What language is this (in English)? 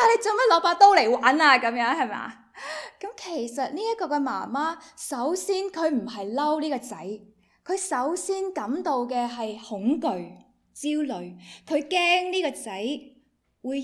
Cantonese